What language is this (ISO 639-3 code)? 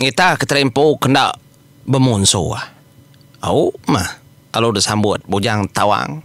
iba